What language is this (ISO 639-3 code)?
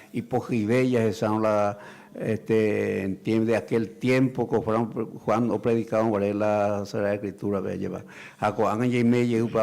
grn